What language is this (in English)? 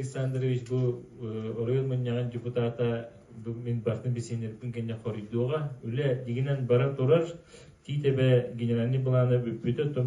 Yakut